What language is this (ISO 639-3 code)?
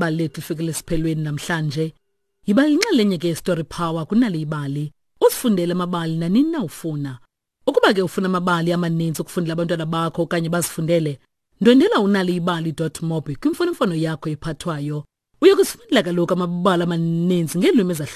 xho